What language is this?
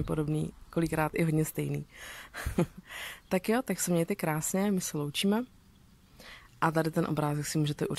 Czech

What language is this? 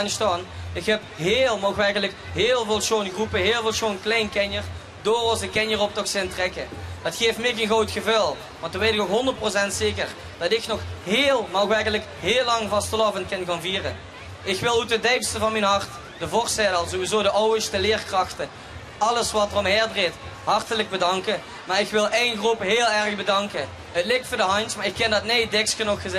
Limburgish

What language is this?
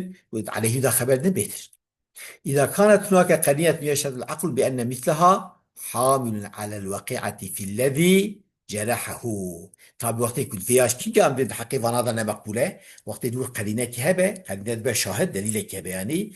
Kurdish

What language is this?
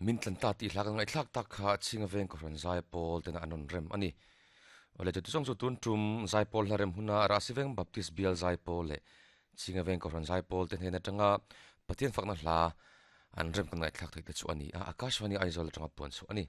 Mizo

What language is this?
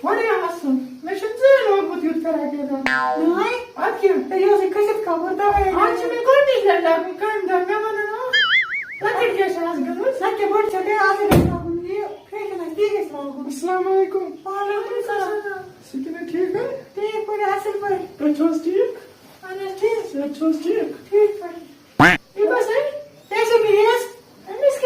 Kashmiri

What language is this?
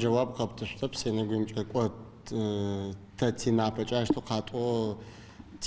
Adyghe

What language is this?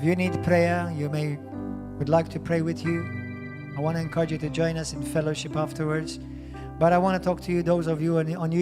English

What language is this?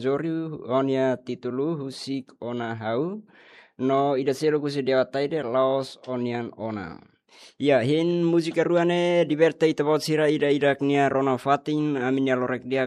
Tetum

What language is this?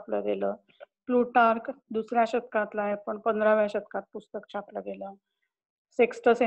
Marathi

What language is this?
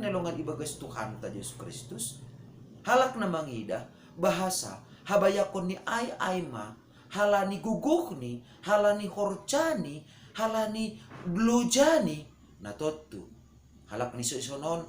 Batak Simalungun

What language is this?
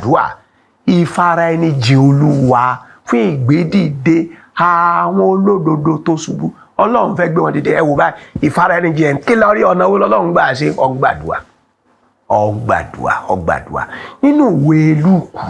Yoruba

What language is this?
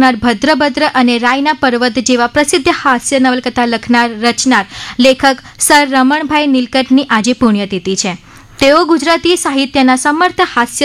Gujarati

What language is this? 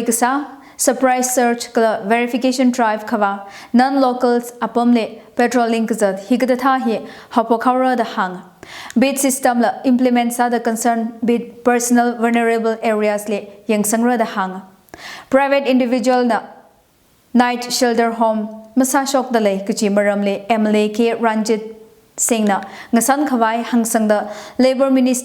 Tangkhul Naga (India)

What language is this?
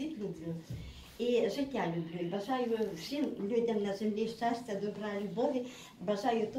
Ukrainian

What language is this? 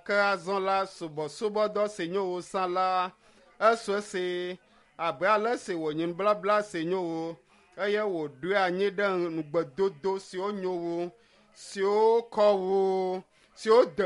Ewe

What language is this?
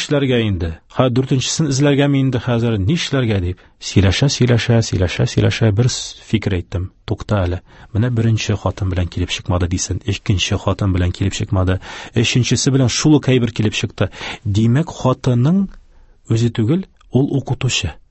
Tatar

